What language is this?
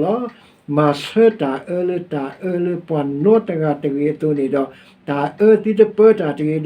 S'gaw Karen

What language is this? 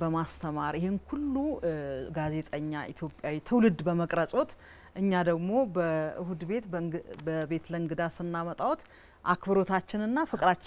Amharic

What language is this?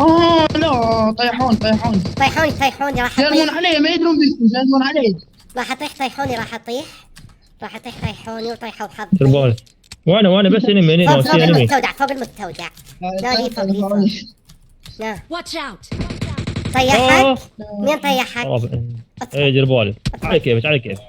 Mesopotamian Arabic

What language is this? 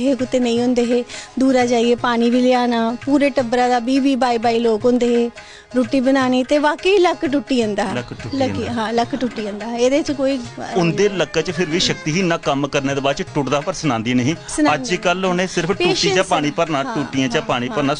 Dogri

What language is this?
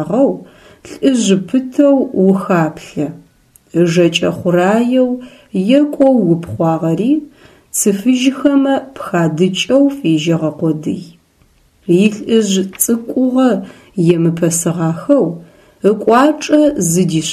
Adyghe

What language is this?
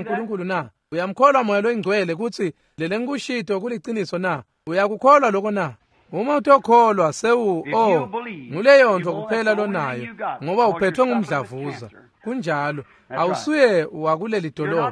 Swati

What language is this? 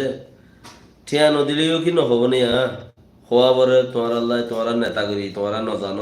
Rohingya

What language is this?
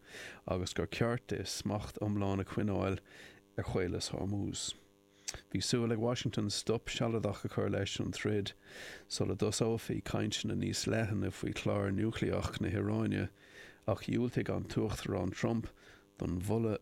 Irish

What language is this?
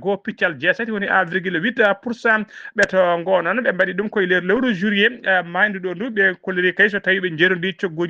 Fula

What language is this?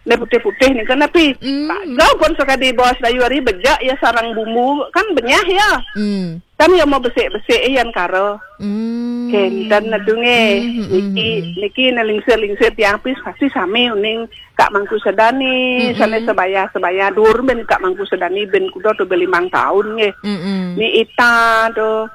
Balinese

